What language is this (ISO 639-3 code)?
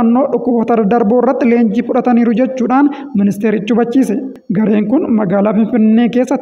orm